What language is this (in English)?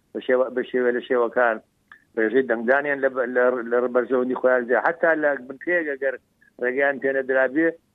Central Kurdish